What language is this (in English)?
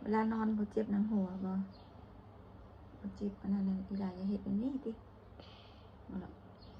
Northeastern Thai